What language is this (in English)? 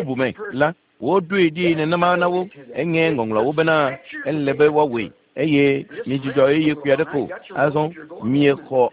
Ewe